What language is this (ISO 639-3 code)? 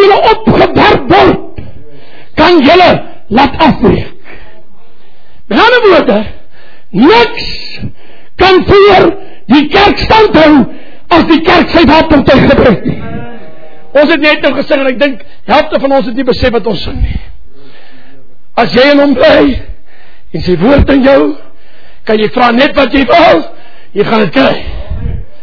afr